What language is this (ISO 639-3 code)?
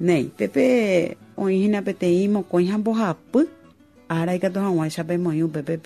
grn